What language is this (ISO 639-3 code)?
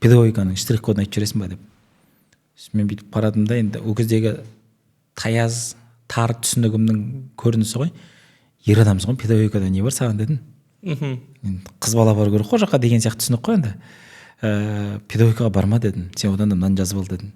kaz